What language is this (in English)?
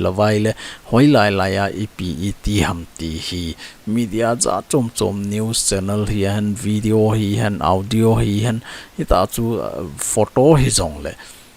Thado Chin